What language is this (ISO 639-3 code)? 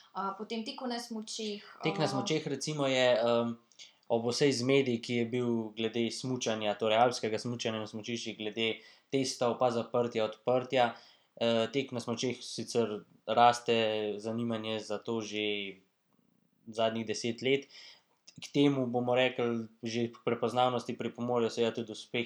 slv